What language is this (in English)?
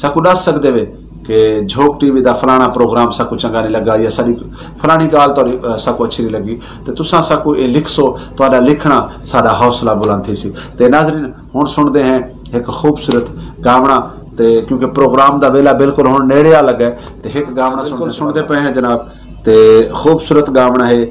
Saraiki